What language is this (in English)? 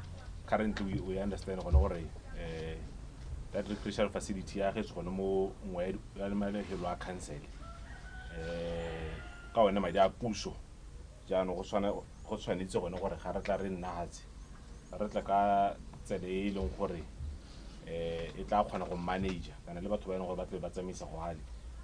Tswana